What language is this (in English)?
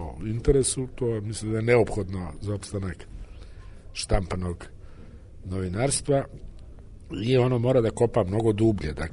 Serbian